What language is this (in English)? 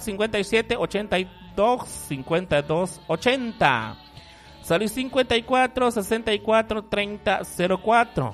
Kekchí